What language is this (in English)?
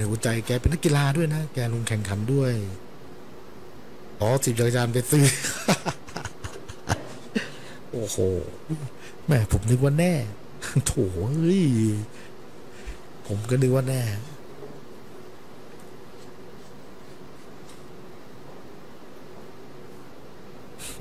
Thai